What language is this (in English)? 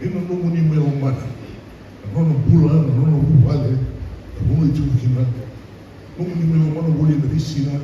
Fijian